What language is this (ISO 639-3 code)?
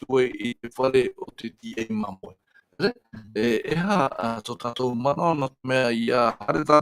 tah